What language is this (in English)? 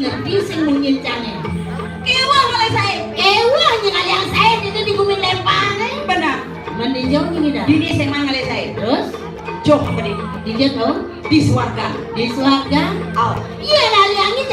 Balinese